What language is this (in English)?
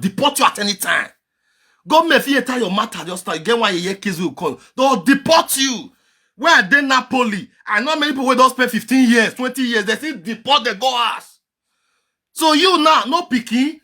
Nigerian Pidgin